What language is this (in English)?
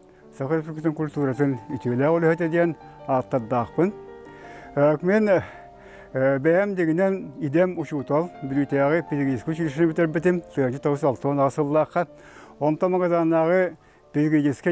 Yakut